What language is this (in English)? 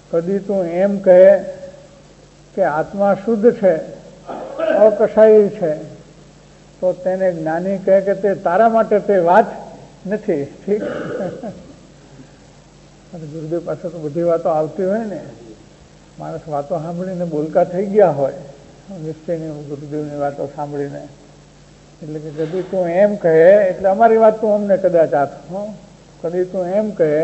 Gujarati